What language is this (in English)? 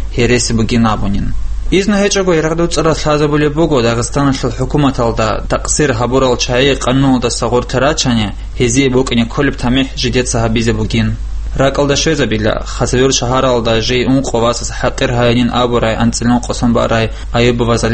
Avaric